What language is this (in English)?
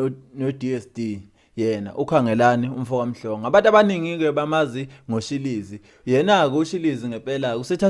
Zulu